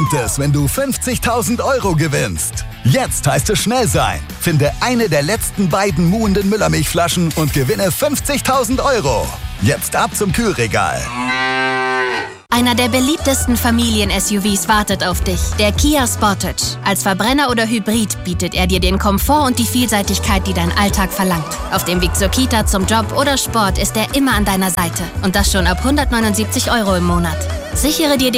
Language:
German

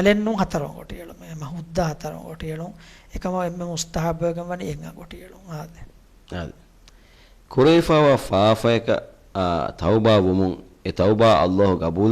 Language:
Divehi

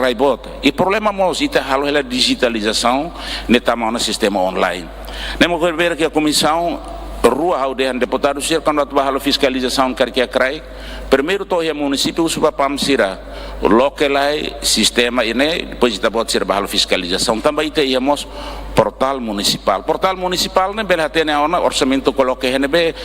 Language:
Tetum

